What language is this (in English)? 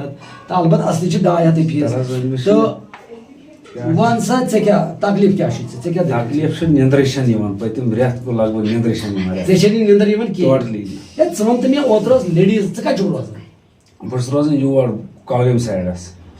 Kashmiri